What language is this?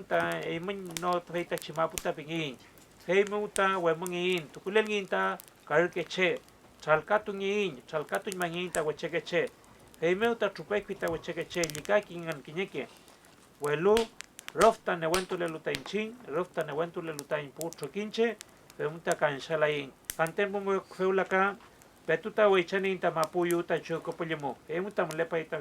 Mapuche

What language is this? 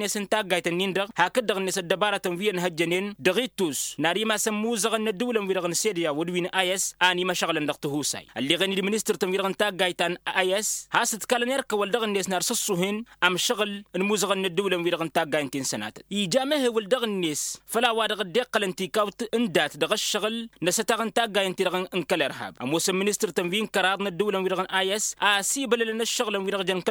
Tamasheq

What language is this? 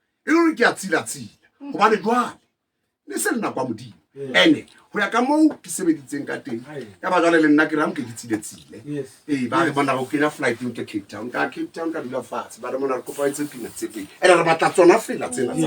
Southern Sotho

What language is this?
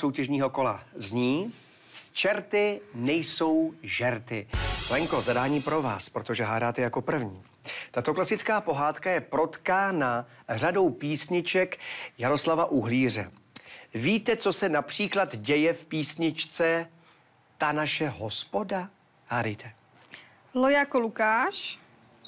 Czech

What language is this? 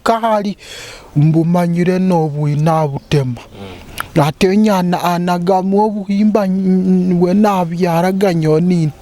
Nyoro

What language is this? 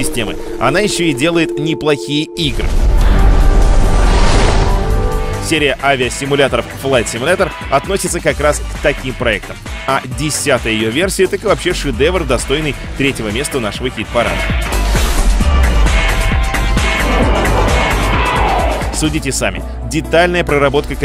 Russian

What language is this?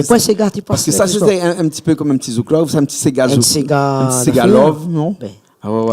Réunion Creole French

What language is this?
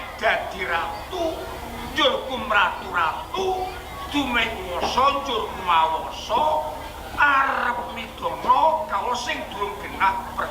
Javanese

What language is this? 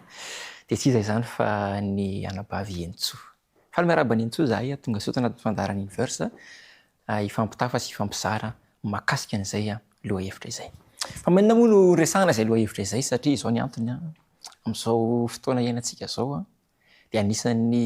Malagasy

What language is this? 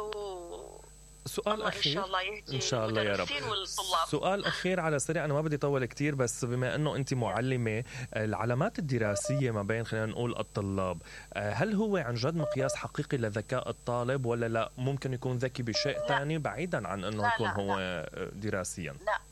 Mesopotamian Arabic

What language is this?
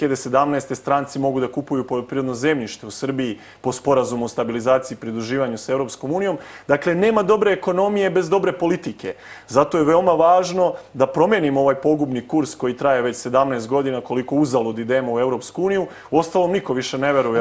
Serbian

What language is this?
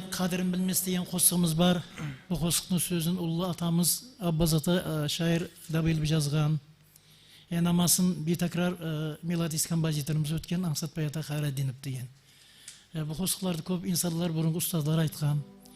Kara-Kalpak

